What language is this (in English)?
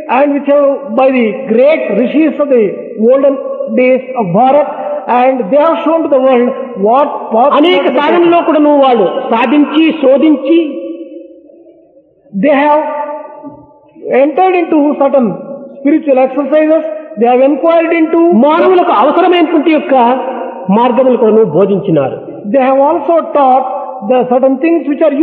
Telugu